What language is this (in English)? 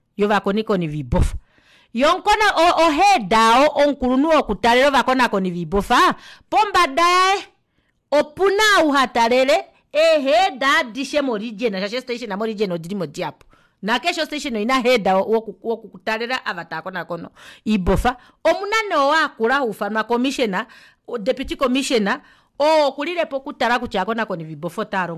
Kuanyama